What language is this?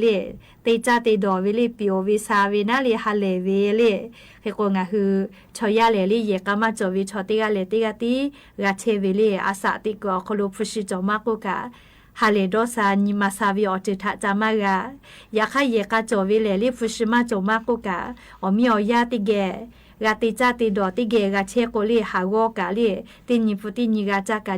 Lahu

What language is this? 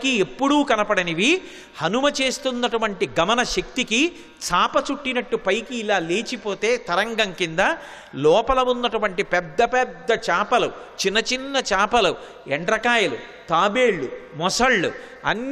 Telugu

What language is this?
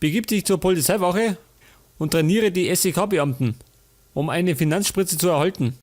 Bavarian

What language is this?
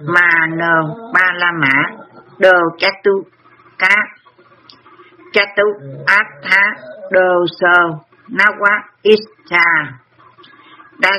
Vietnamese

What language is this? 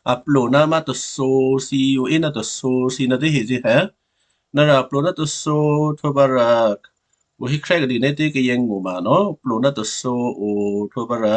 Western Kayah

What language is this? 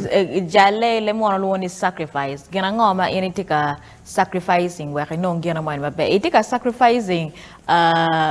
Acoli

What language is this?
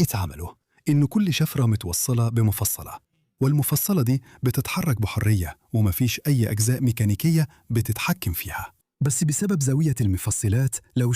Egyptian Arabic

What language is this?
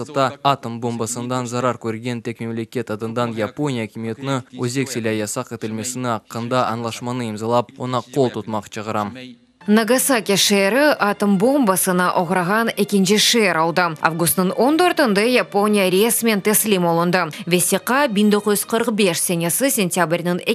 Crimean Tatar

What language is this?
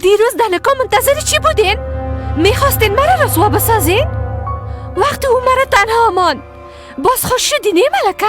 Persian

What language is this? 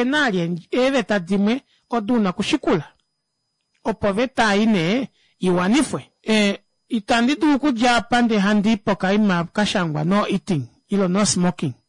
Kuanyama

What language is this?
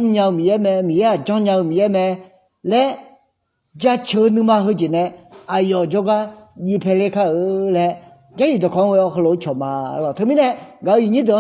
Akha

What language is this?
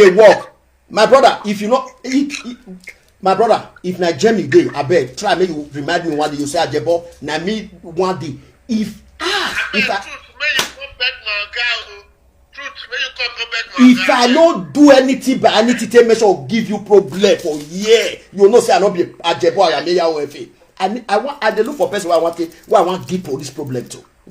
Nigerian Pidgin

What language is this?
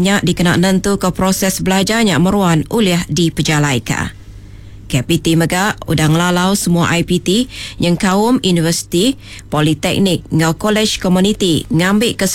Iban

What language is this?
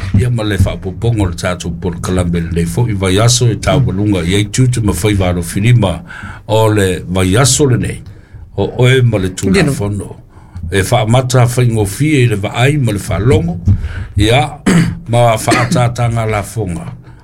Samoan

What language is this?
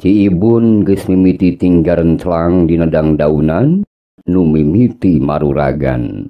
Sundanese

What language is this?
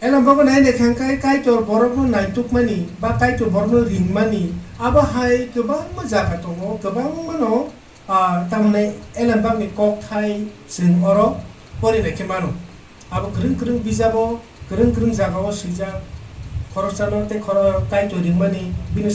Kok Borok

